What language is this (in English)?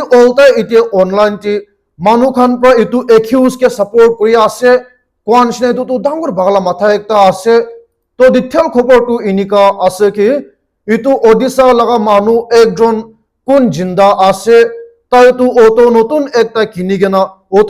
Naga Pidgin